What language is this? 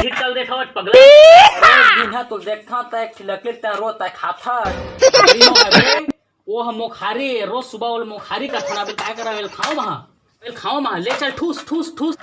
Chhattisgarhi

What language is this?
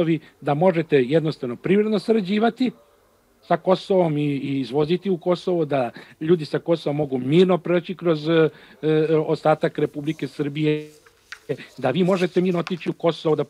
Serbian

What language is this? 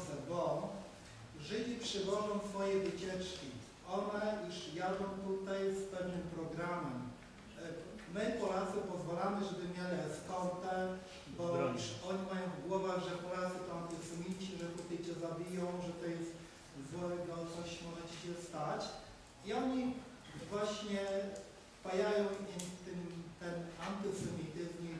Polish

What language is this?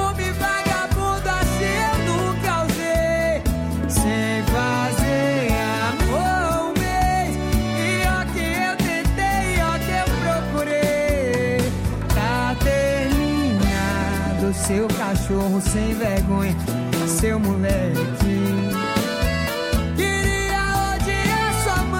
Portuguese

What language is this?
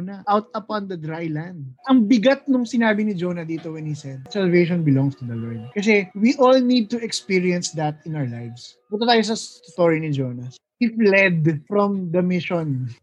Filipino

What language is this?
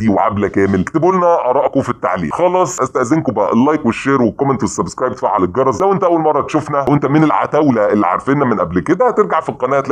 Egyptian Arabic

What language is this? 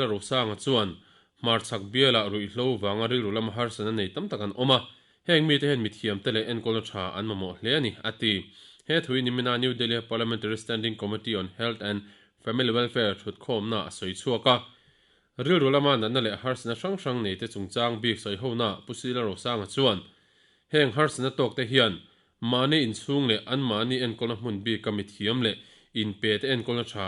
Mizo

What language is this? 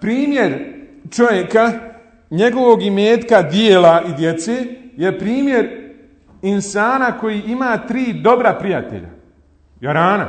Bosnian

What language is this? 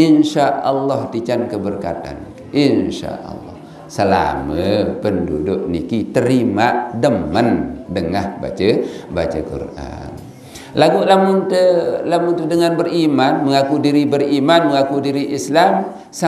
Sasak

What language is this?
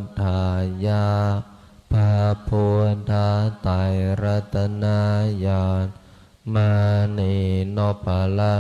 Pali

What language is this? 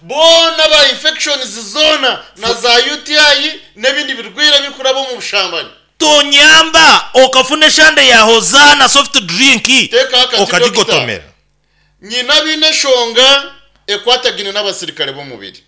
Nyankole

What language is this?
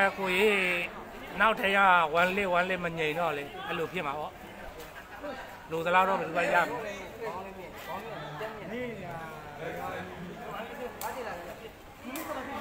Burmese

